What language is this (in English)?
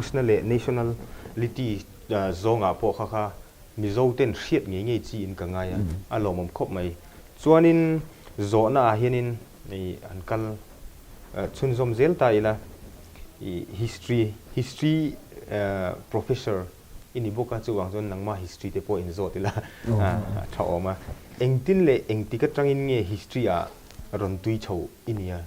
Mizo